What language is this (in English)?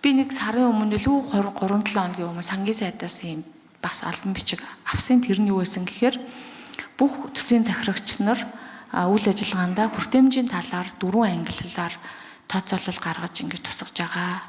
Mongolian